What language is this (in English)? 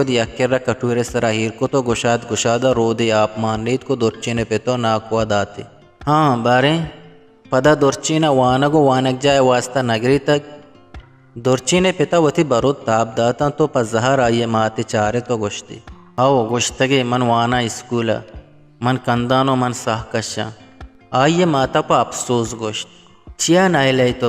Eastern Balochi